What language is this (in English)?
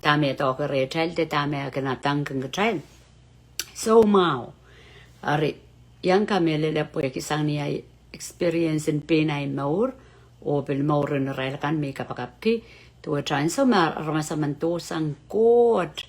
Pohnpeian